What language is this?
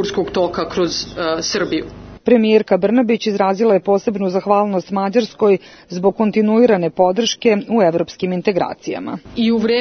Serbian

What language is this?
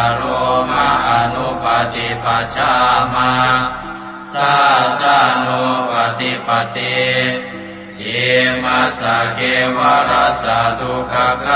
Pali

